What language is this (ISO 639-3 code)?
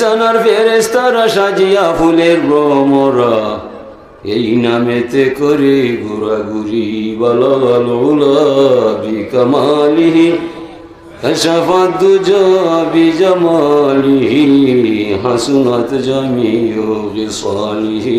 syl